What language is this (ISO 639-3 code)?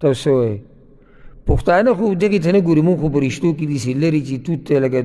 pus